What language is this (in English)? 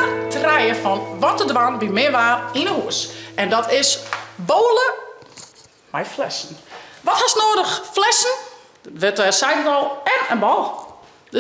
Western Frisian